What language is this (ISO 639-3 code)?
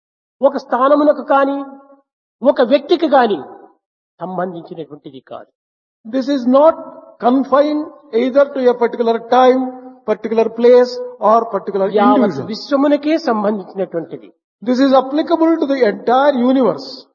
tel